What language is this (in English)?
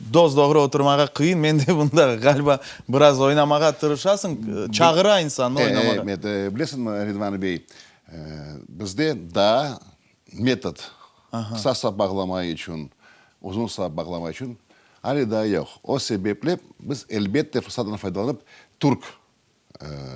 Crimean Tatar